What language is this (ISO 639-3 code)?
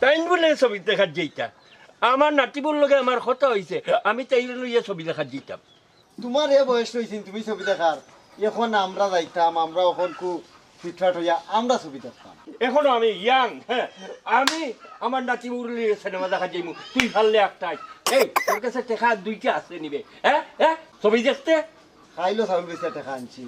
syl